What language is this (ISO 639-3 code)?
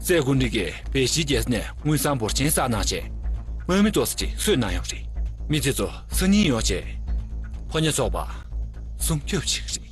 bod